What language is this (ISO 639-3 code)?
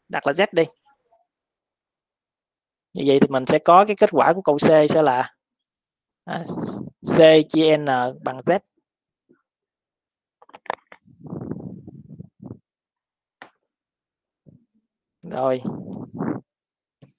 vie